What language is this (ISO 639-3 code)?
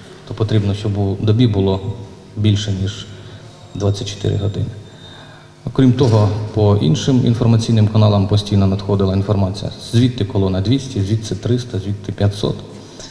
ukr